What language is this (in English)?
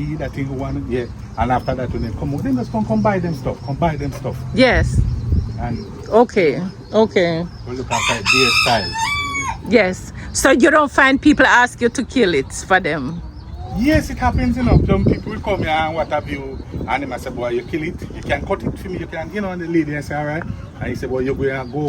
Jamaican Creole English